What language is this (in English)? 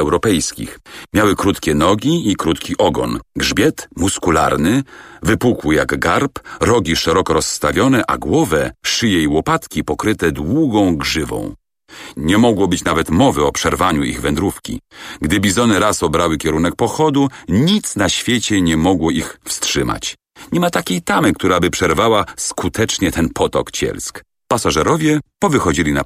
Polish